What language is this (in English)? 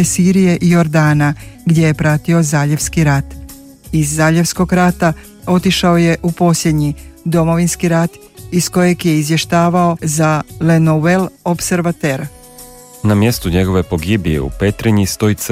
Croatian